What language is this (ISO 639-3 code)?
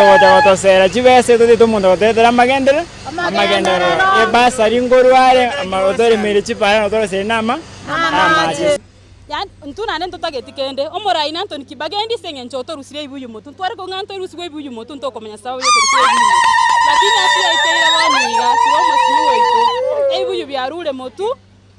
guz